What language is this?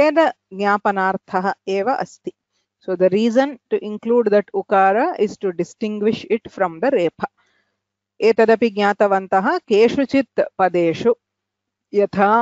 Sanskrit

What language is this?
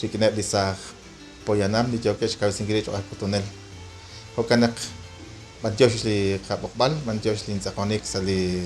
Kekchí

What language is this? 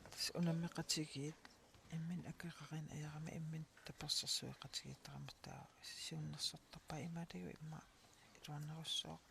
Kalaallisut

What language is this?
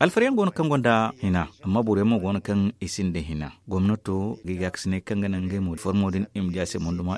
Zarma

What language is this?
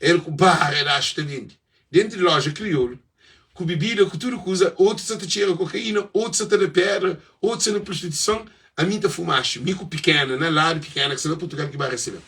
Kabuverdianu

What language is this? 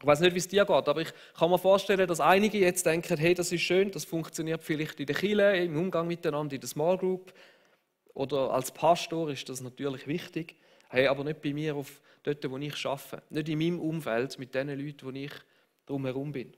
Swiss German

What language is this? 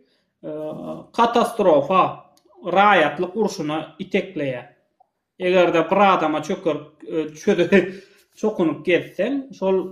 Turkmen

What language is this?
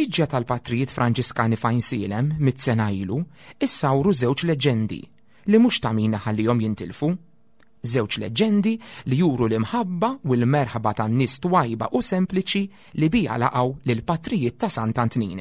Maltese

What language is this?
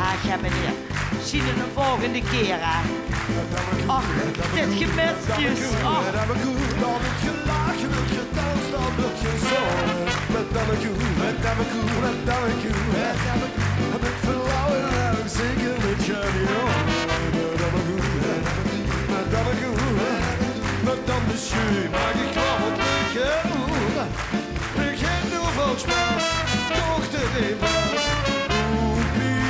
Limburgish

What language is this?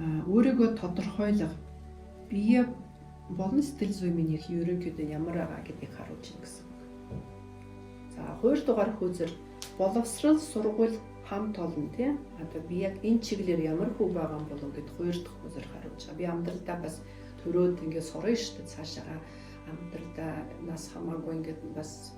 Mongolian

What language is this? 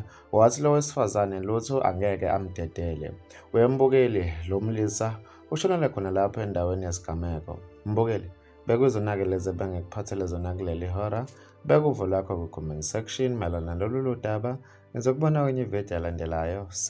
Zulu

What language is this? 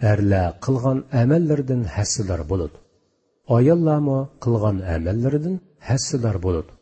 Uyghur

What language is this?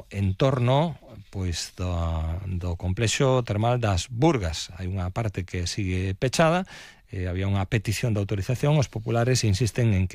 Galician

